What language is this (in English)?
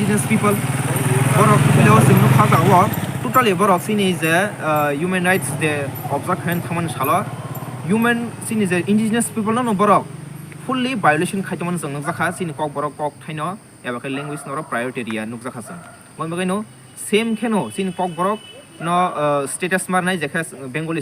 Kok Borok